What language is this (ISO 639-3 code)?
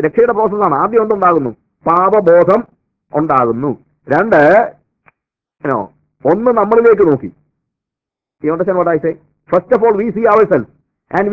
mal